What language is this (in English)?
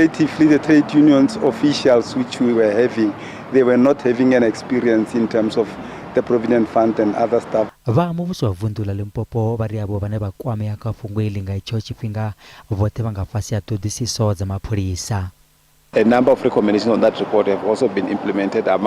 Venda